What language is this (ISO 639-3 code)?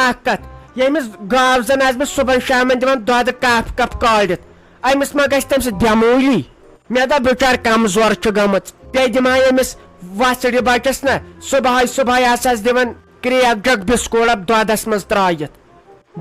kas